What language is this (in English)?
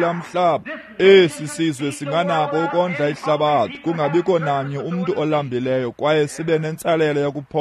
Xhosa